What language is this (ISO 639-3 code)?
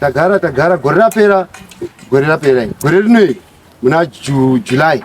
sna